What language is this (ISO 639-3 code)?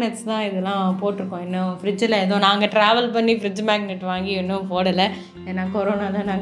tam